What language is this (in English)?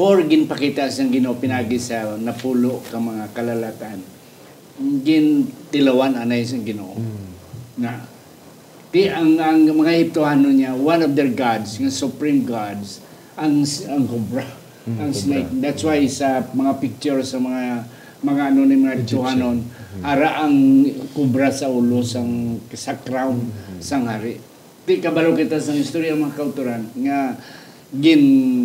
Hiligaynon